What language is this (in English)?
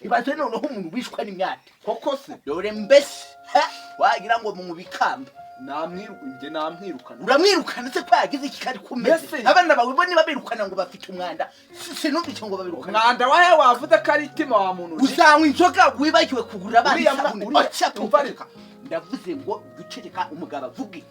Kinyarwanda